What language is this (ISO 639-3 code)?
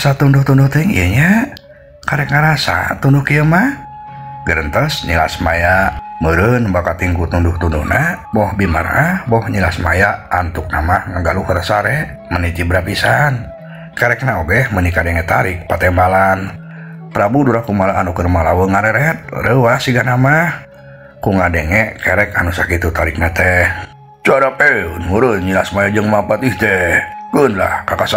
sun